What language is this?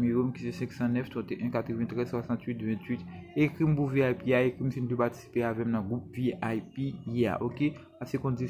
Haitian Creole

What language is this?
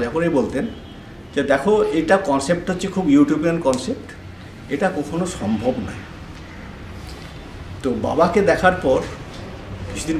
Bangla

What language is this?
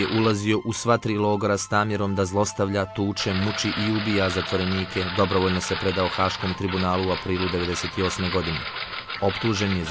Bosnian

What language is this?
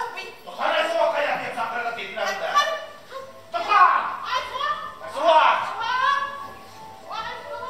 Bashkir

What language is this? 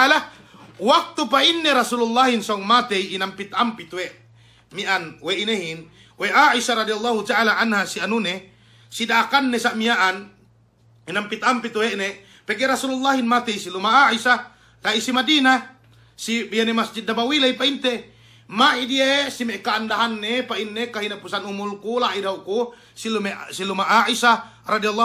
Yakan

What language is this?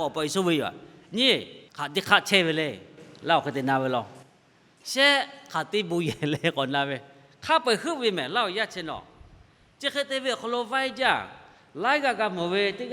Lahu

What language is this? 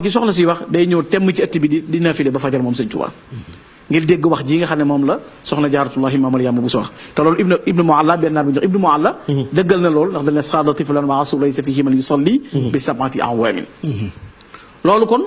Wolof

